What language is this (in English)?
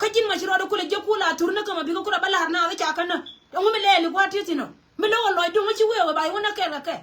Nuer